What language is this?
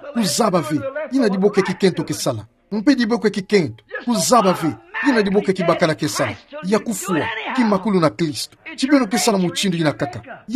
Kituba (Democratic Republic of Congo)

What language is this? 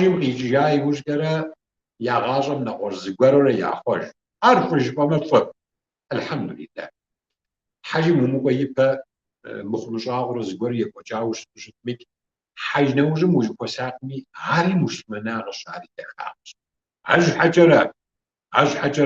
Kabardian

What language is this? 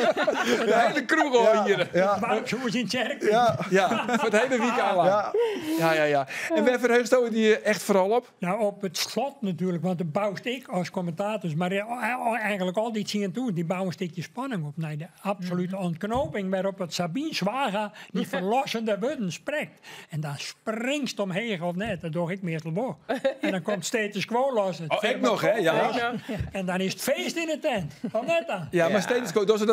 Western Frisian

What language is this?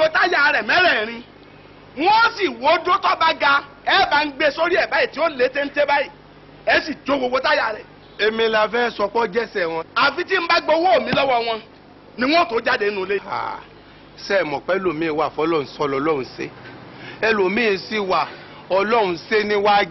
Yoruba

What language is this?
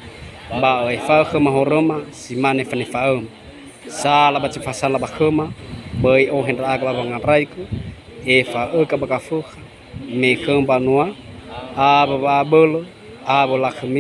Nias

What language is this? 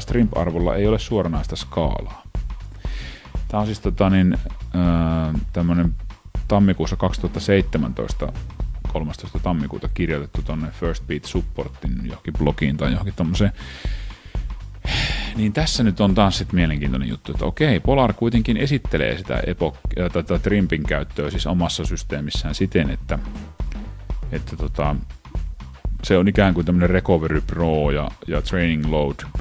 Finnish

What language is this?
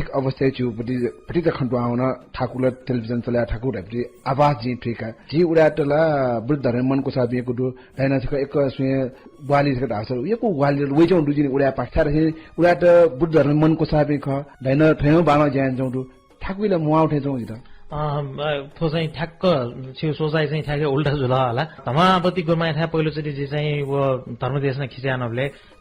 Newari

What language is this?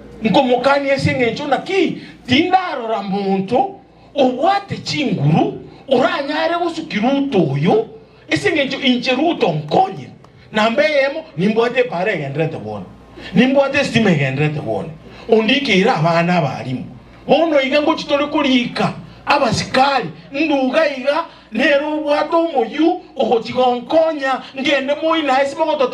Gusii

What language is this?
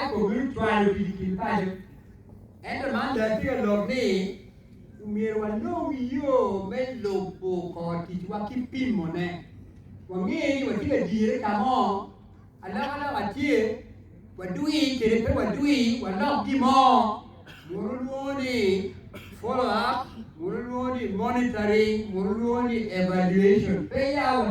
Acoli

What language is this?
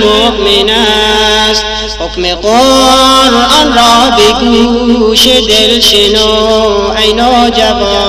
Persian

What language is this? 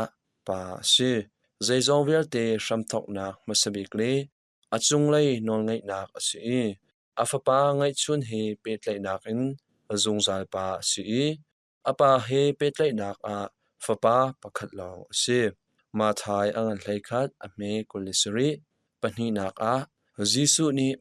Hakha Chin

